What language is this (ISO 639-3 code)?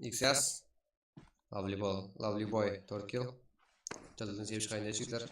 kaa